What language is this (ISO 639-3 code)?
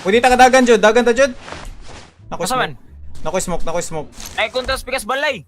ceb